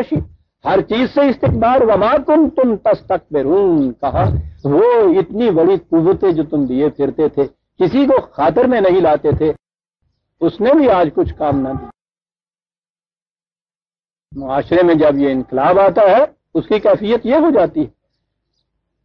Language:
Urdu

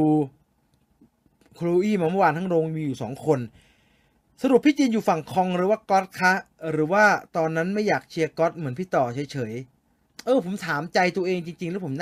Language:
Thai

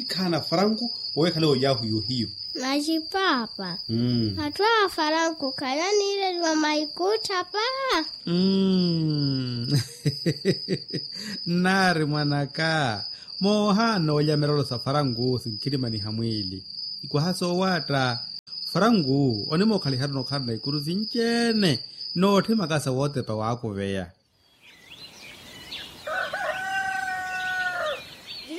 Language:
Swahili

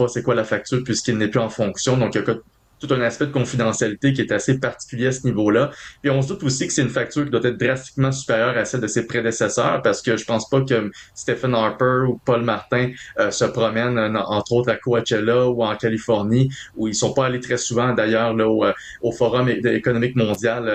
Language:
French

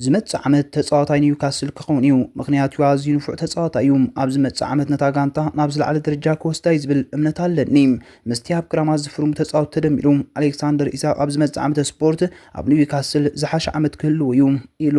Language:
Tigrinya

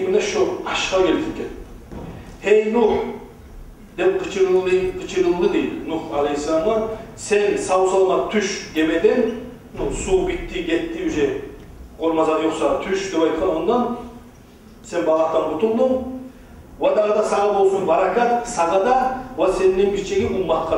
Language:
Kumyk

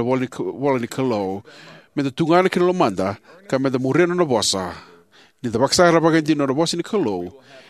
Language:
Fijian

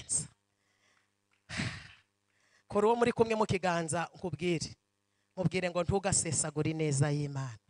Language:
Kinyarwanda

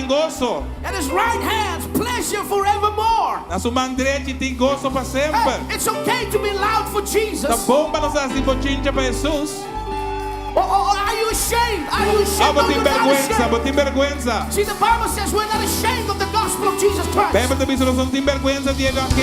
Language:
Papiamento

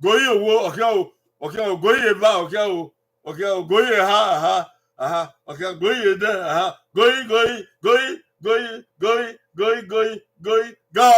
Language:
Bini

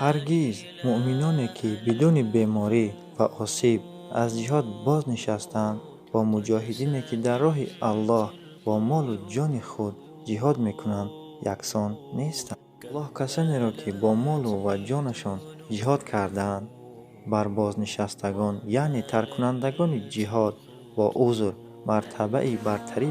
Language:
Tajik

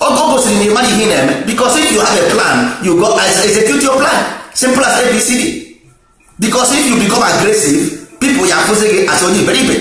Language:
Igbo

